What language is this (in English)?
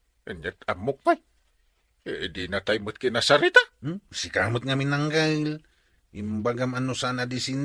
Iloko